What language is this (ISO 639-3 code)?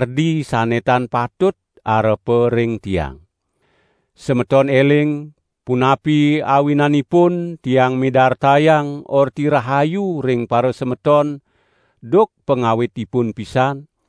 ban